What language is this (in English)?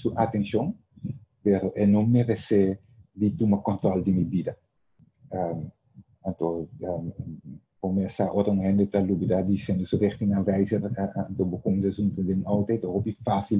Papiamento